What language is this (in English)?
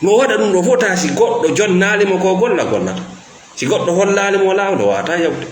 Fula